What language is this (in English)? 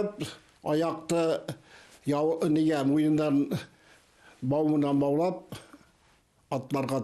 Bashkir